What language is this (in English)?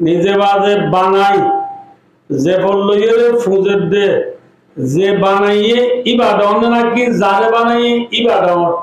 Rohingya